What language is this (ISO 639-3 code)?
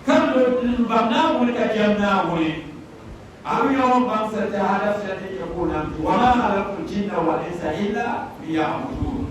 dag